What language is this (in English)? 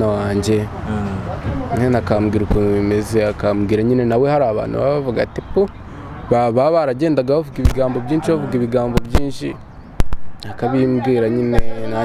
Kinyarwanda